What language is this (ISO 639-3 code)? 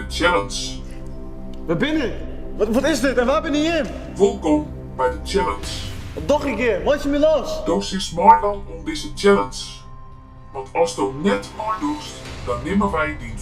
fry